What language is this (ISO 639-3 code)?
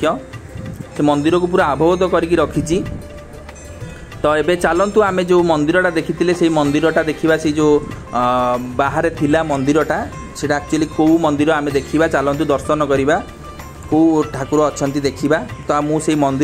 ori